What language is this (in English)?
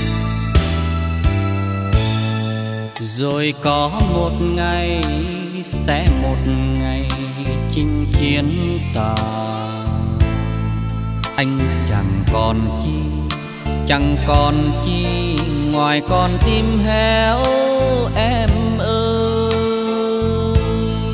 Vietnamese